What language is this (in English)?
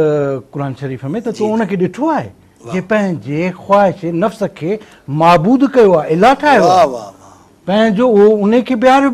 Sindhi